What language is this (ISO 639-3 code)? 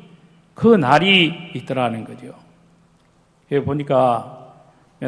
kor